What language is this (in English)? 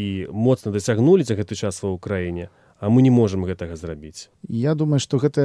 Belarusian